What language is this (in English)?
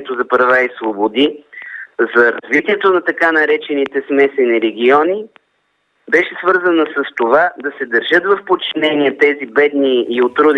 Bulgarian